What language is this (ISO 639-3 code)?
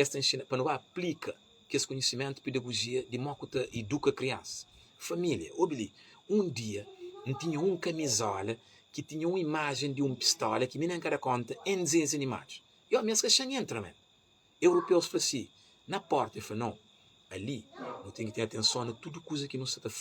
kea